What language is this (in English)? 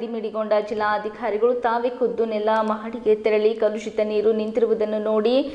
Kannada